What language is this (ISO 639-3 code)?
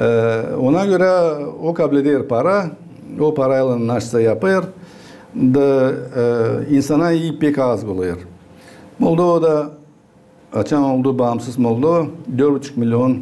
gag